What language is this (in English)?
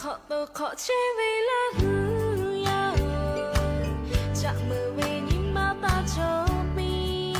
Lahu